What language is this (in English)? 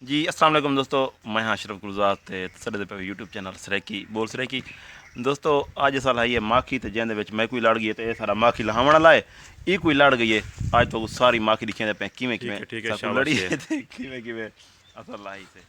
Saraiki